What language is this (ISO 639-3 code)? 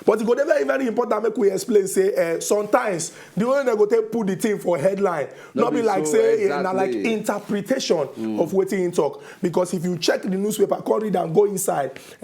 pcm